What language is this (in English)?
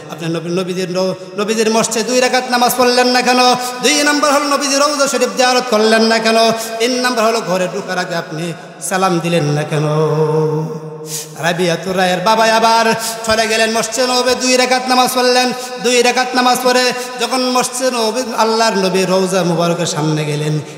Bangla